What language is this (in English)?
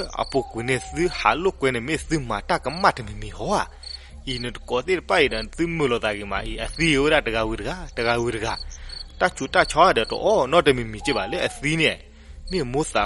S'gaw Karen